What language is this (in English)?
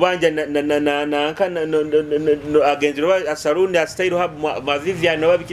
Nyoro